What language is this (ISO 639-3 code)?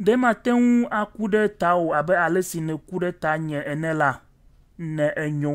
ewe